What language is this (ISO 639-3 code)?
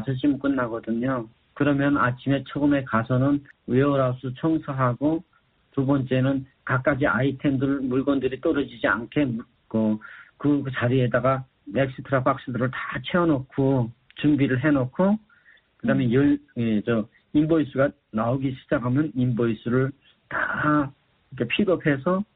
kor